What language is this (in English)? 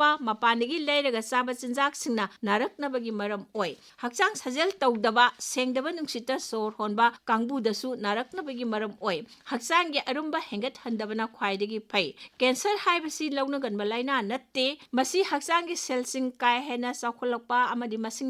Manipuri